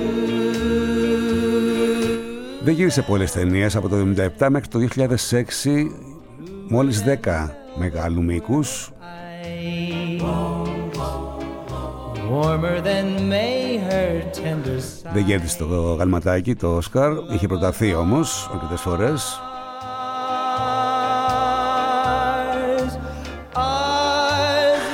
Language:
Greek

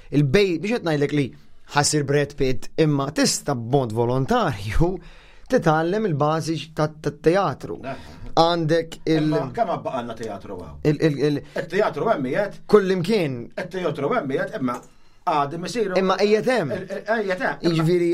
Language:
Maltese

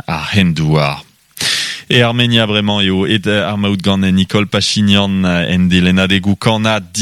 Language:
Breton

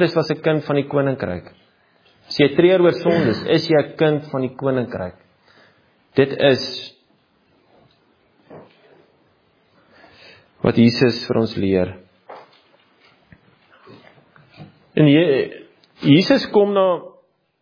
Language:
Afrikaans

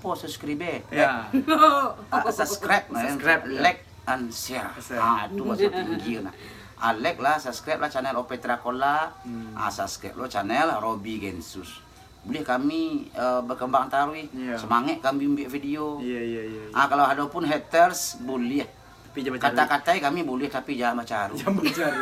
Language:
Minangkabau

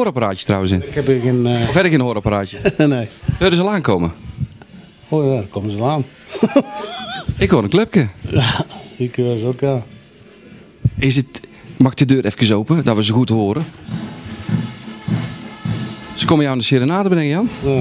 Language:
Dutch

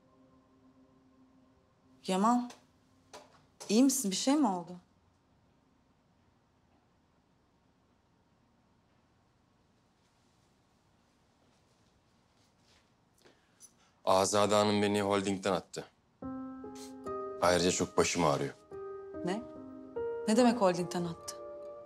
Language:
Turkish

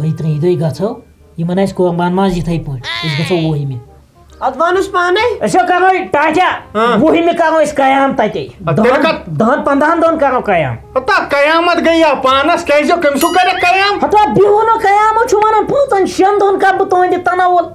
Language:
Kashmiri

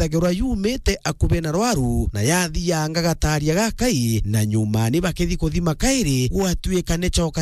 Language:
Meru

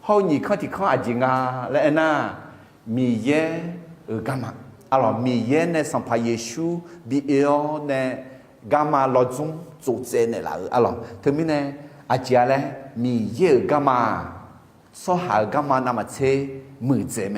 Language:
Akha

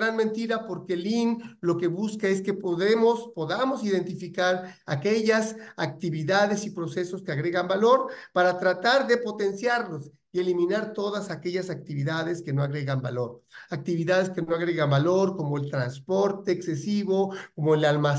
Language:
Spanish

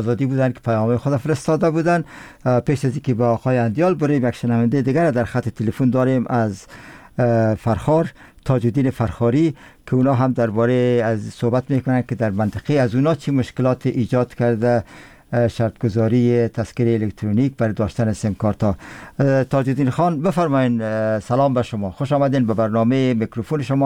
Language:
Persian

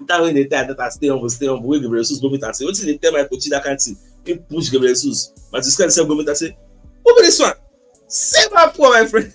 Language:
Nigerian Pidgin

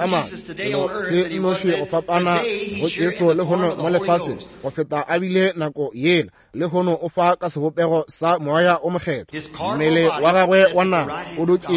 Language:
Northern Sotho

